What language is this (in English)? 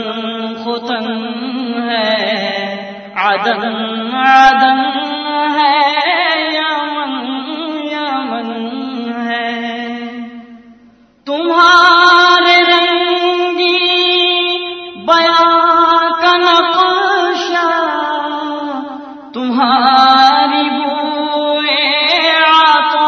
Urdu